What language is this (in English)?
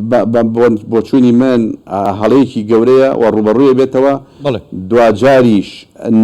Central Kurdish